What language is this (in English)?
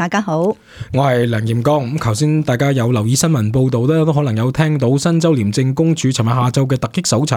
Cantonese